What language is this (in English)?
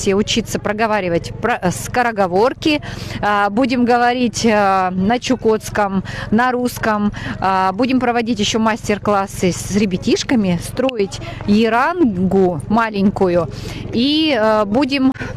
Russian